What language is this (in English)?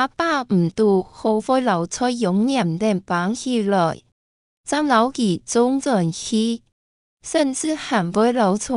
Hakka Chinese